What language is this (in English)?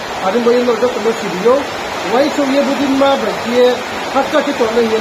Riang (India)